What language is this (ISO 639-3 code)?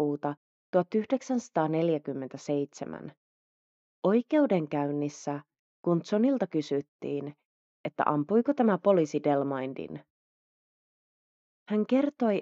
fin